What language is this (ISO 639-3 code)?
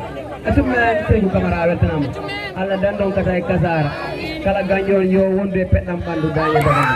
ful